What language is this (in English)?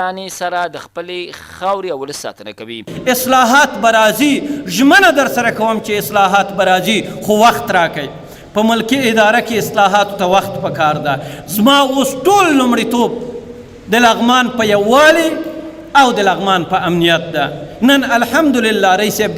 Pashto